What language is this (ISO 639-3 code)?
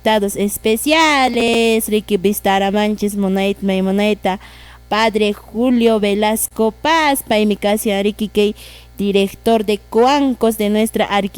que